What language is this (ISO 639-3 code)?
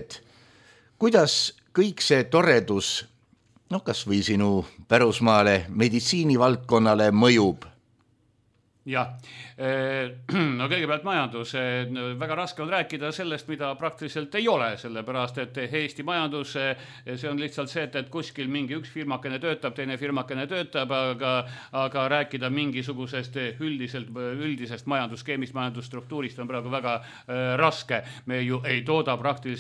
est